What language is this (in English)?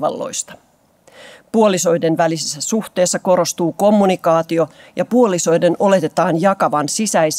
Finnish